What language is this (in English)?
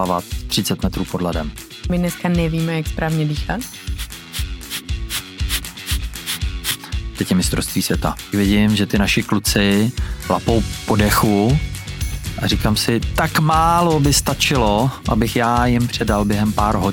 Czech